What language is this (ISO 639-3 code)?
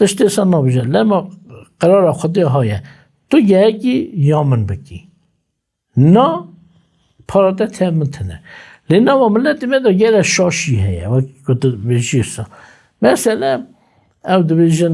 kur